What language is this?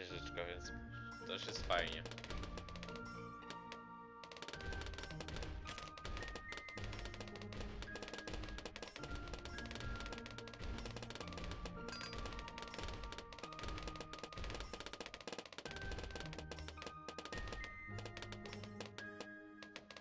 Polish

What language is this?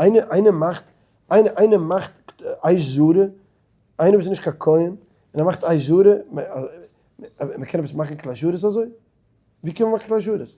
Yiddish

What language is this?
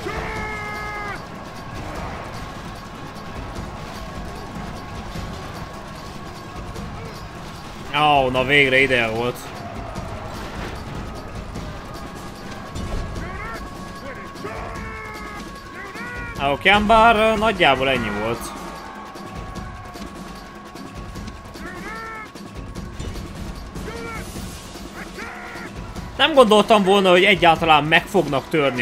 Hungarian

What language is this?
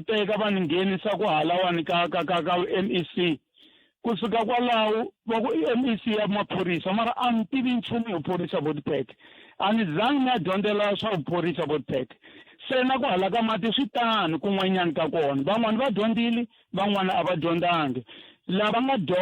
Tsonga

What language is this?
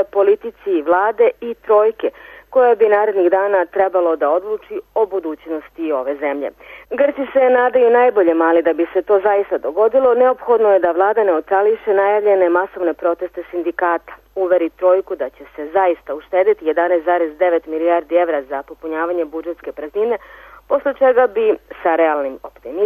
Serbian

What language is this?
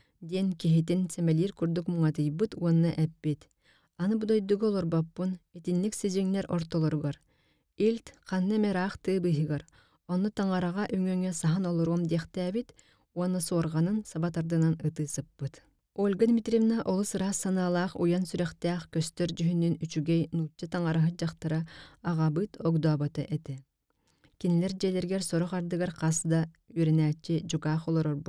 Yakut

